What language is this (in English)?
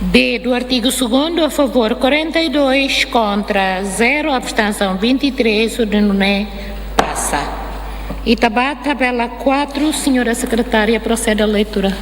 Tetum